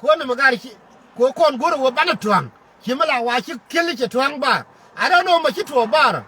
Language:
Nuer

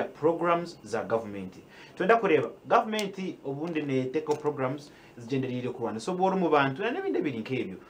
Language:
Nyankole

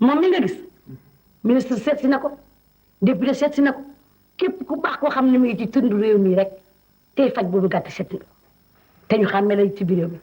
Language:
Wolof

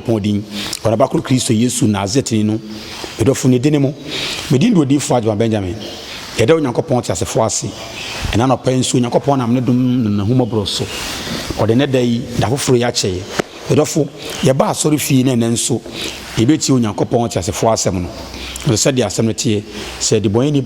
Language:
Akan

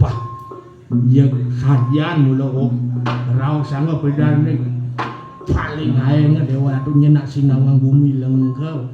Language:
Balinese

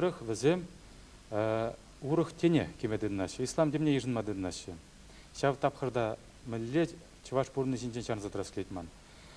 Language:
Chuvash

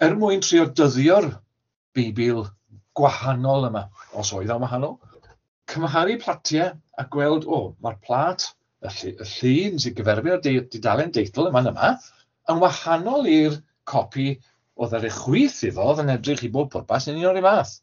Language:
Welsh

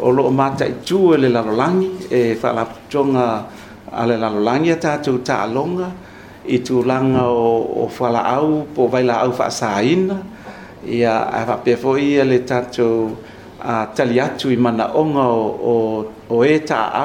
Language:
Samoan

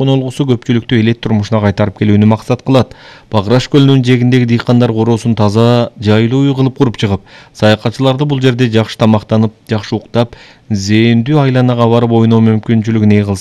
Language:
Kyrgyz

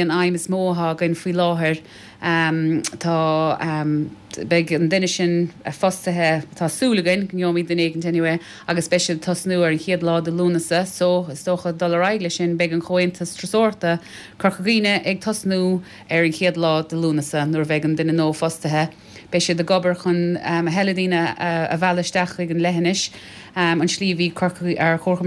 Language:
Irish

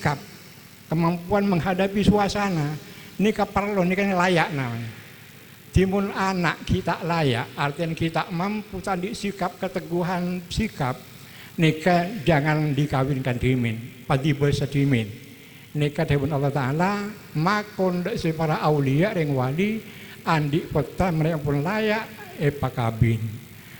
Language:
Madurese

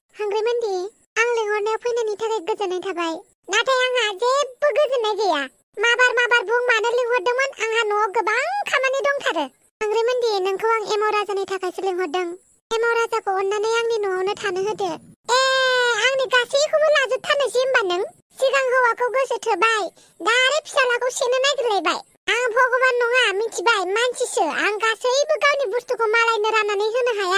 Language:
Bodo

